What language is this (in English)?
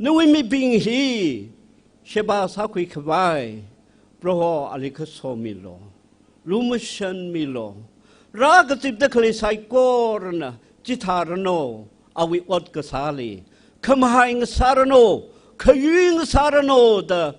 Tangkhul Naga (India)